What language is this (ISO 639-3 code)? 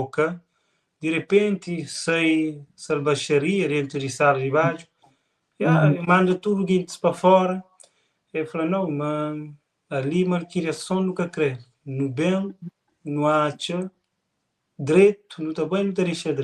kea